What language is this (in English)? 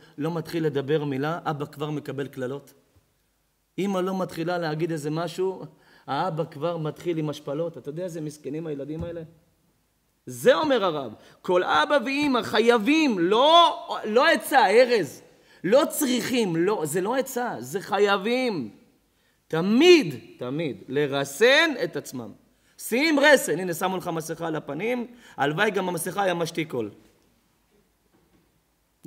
Hebrew